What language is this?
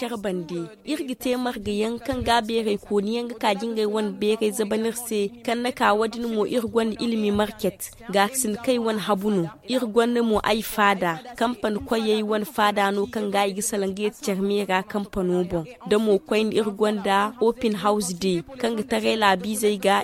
Zarma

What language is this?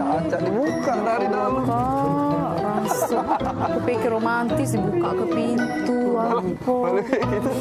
Musi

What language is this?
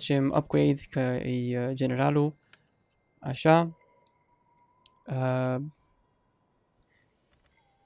Romanian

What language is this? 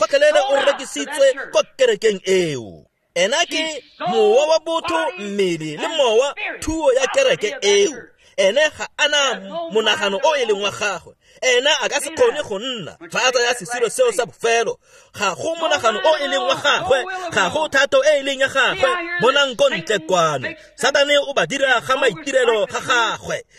Tswana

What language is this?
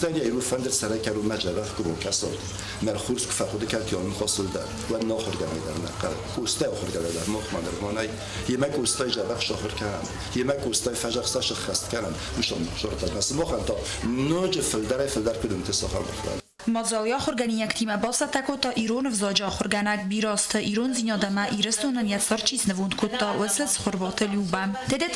Ossetic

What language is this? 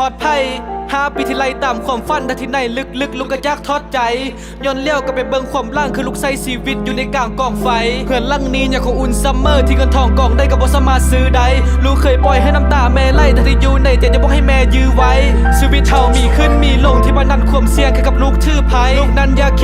Lao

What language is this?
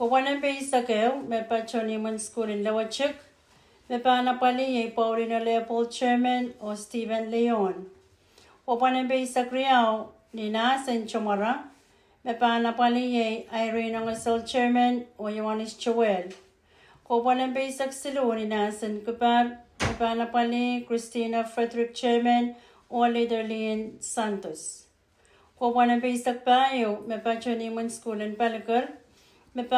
Pohnpeian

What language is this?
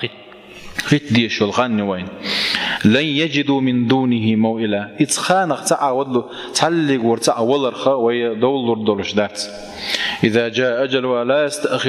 Chechen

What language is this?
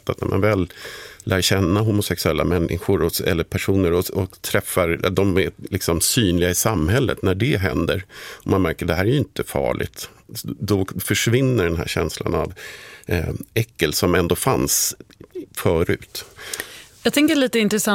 Swedish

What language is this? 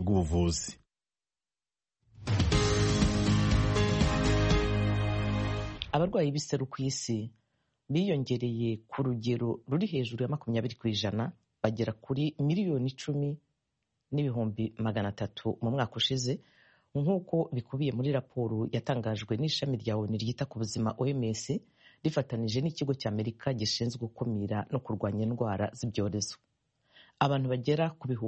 Kinyarwanda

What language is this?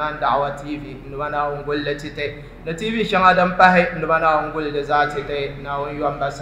Dagbani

